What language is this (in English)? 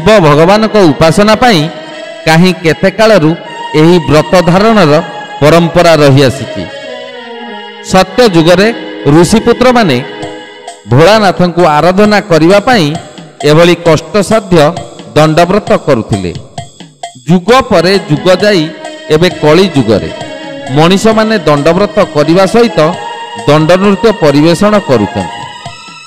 Odia